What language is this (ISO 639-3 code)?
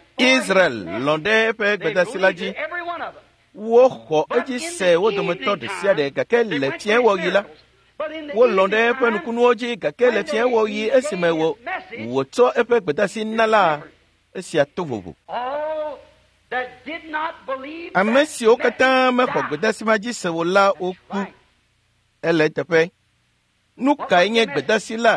ewe